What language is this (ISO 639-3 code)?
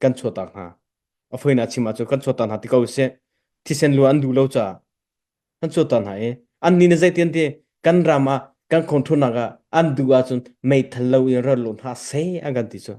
cnh